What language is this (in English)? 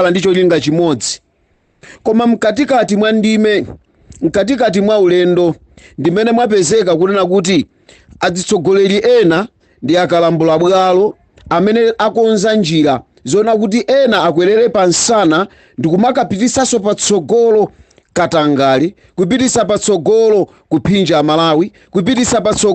Nyanja